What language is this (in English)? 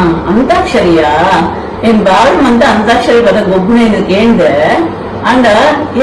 Tulu